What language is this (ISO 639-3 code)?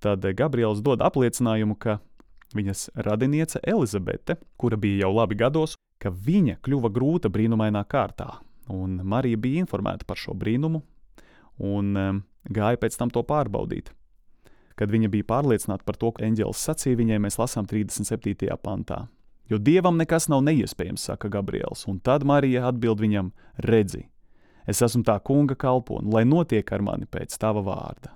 lav